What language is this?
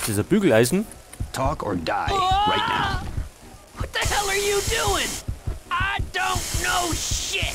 Bavarian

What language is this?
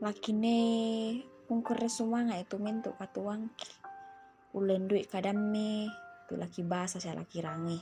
Toraja-Sa'dan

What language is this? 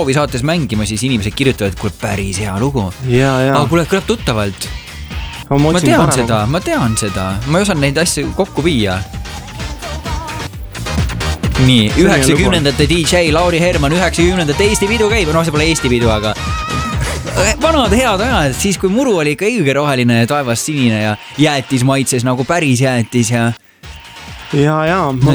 Estonian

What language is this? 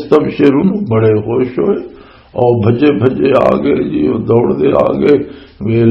Western Panjabi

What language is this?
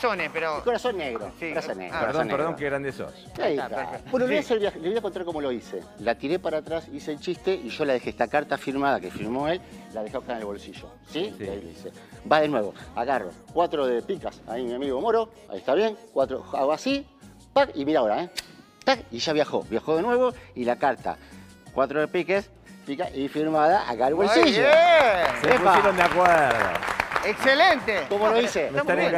Spanish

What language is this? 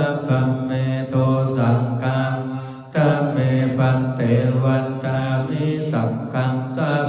Pali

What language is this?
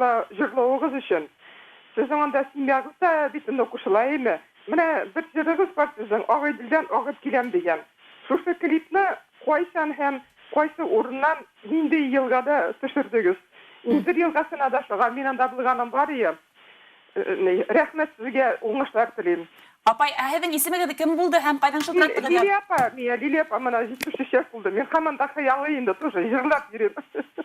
Bashkir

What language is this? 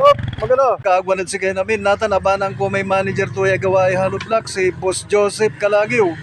Pangasinan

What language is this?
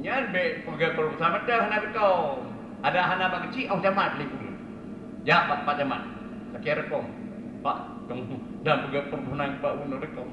Achinese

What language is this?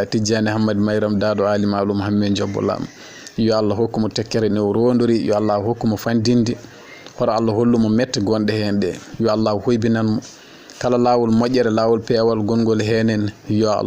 Fula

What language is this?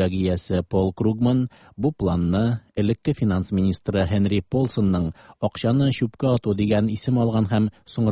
Tatar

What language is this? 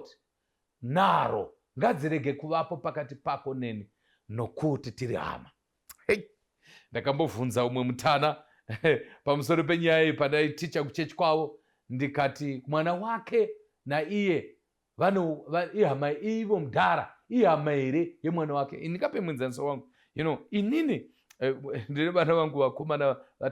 Shona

